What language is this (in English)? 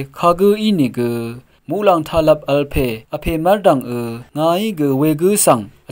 Rawang